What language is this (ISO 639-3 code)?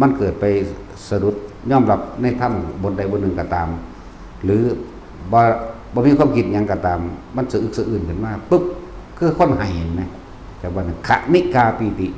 tts